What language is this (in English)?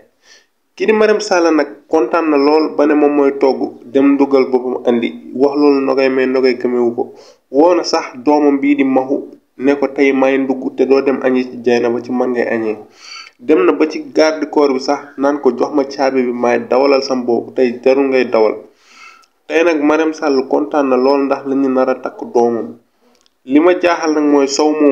Wolof